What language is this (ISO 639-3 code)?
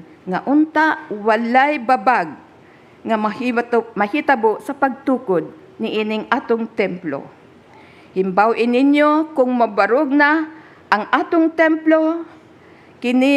ceb